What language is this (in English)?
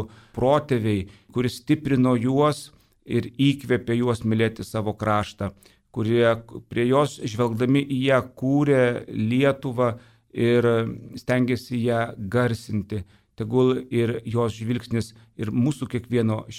Lithuanian